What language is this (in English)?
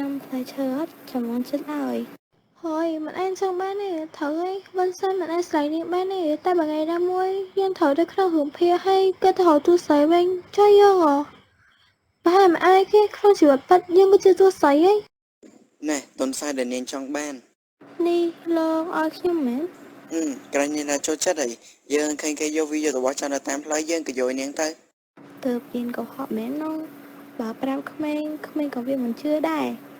Khmer